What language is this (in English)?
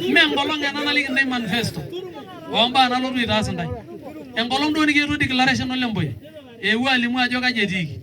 Masai